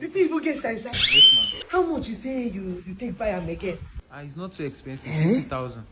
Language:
Nigerian Pidgin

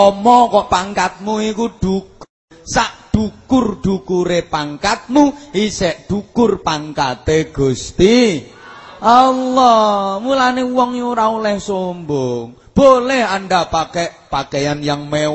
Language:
Javanese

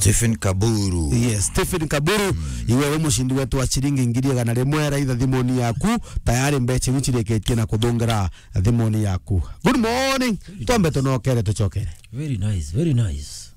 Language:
Meru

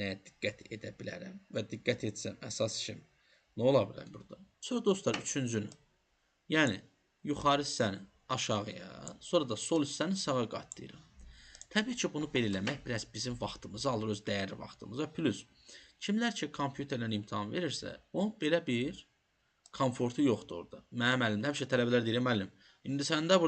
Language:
Azerbaijani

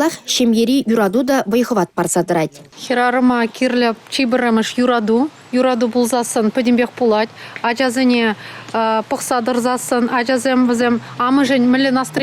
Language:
Chuvash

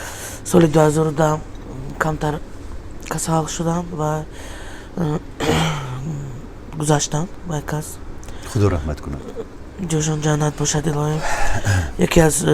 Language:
Tajik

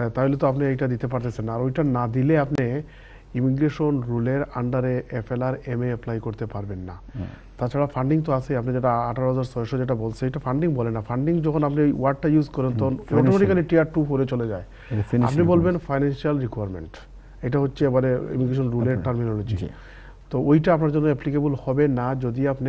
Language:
Bangla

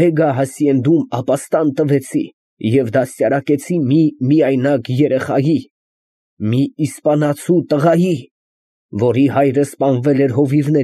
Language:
Armenian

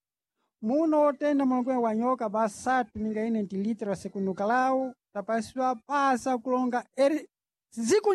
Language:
Sena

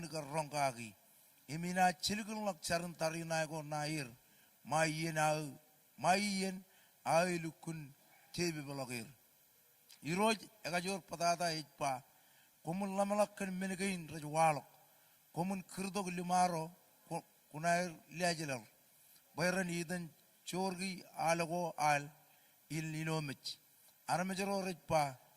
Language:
Marshallese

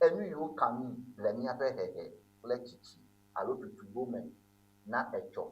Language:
Ewe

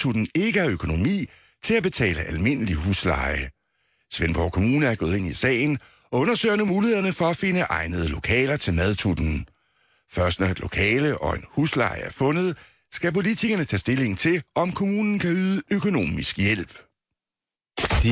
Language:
Danish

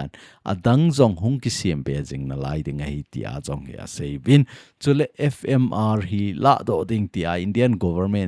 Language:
Thado Chin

